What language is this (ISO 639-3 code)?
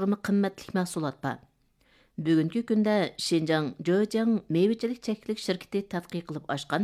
uig